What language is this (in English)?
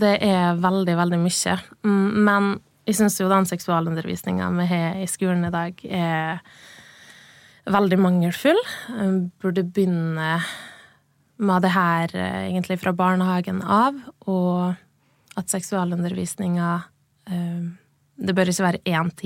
Norwegian